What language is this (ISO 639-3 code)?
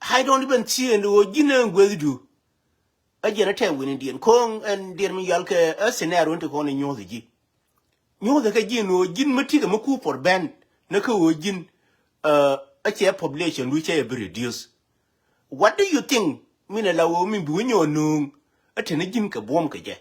nus